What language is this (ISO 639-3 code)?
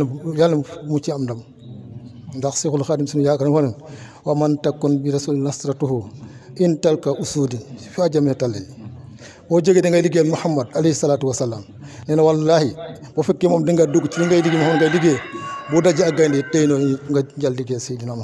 wol